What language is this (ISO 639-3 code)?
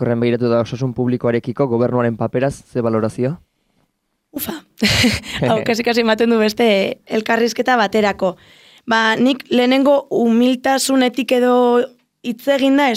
eus